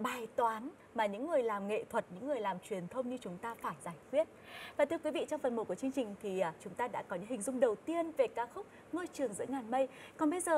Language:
Vietnamese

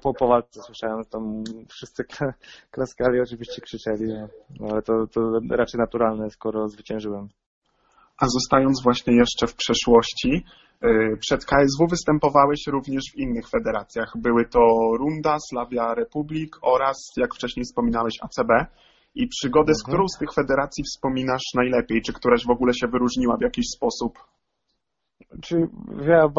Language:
Polish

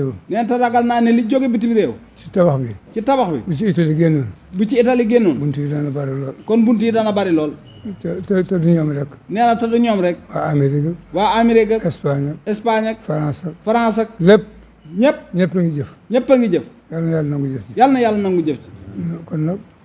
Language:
Wolof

